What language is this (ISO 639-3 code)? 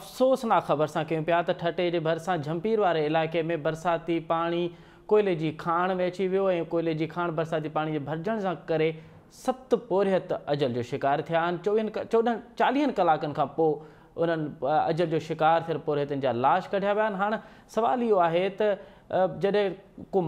snd